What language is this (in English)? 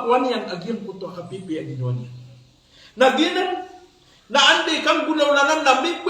Maranao